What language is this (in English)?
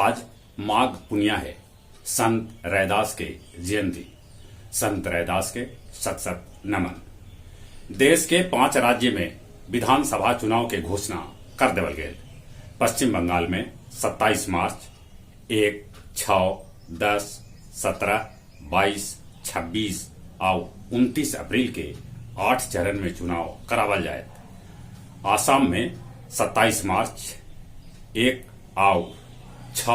Magahi